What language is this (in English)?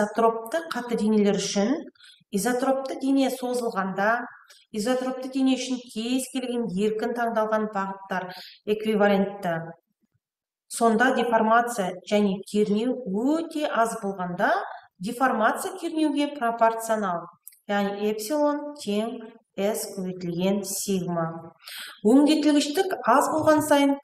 Kazakh